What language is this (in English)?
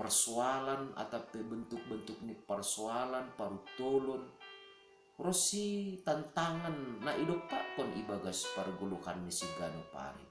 Batak Simalungun